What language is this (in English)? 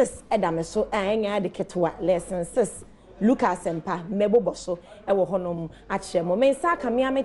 Akan